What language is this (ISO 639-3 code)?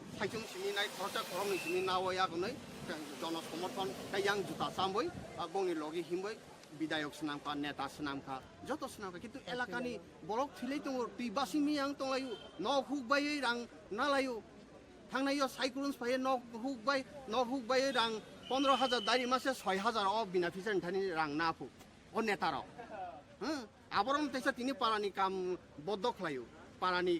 trp